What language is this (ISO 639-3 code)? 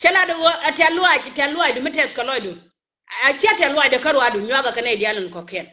nus